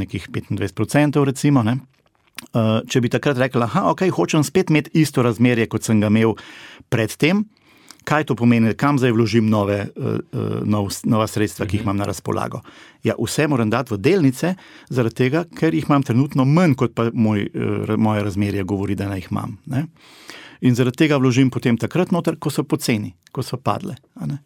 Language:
Slovenian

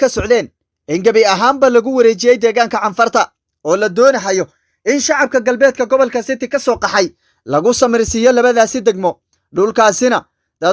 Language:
Somali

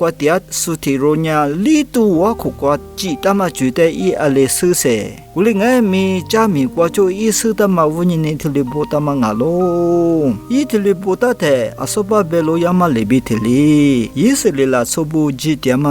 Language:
Lisu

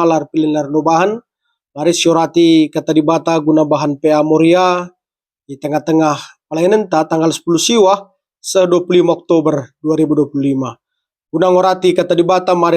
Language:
Batak Karo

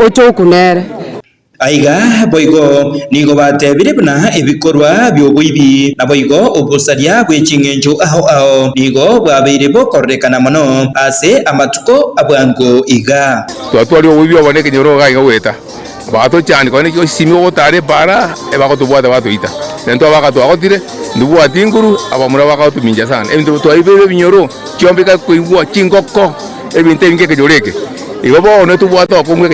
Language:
Gusii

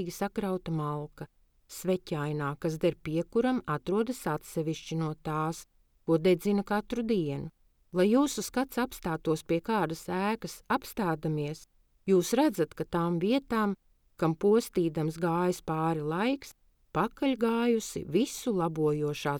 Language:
Latvian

